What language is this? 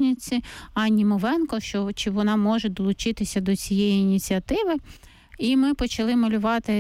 Ukrainian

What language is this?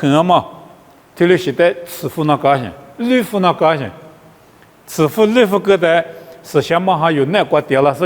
Lisu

